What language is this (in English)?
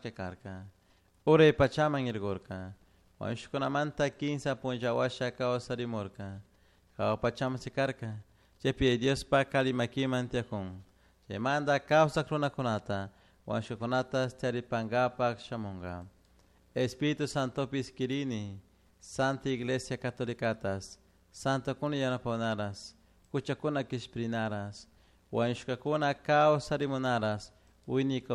Chimborazo Highland Quichua